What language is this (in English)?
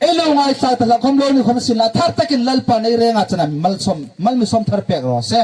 Hmar